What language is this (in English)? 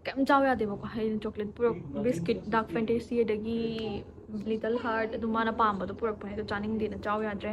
Manipuri